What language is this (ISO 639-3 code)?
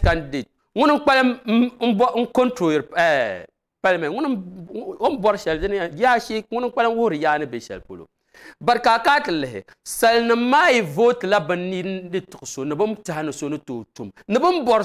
dag